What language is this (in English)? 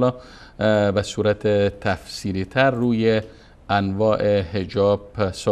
Persian